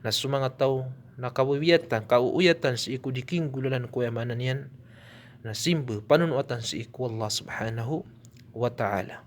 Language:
Maranao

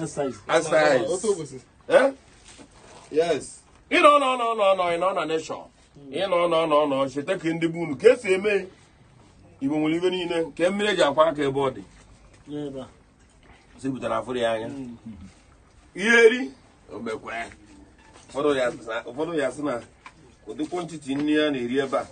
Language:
Igbo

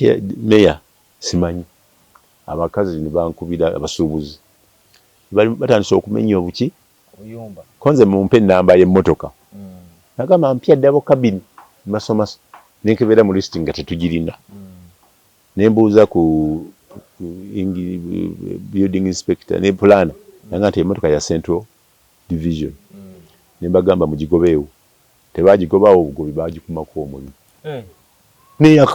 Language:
Ganda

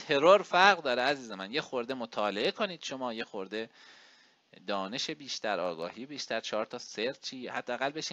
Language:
Persian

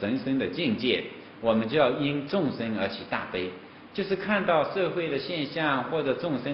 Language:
Chinese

